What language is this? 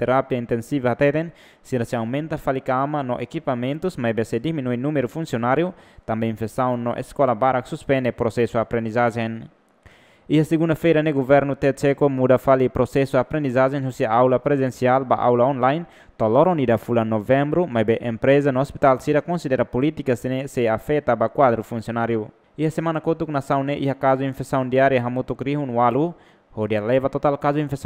Tetum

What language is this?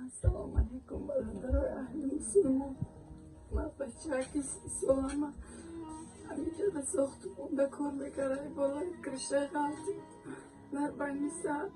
Tajik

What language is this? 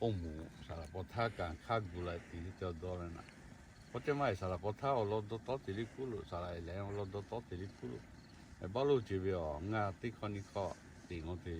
Lahu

